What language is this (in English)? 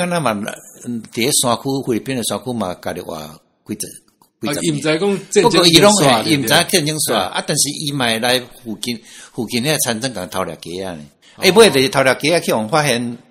Min Nan Chinese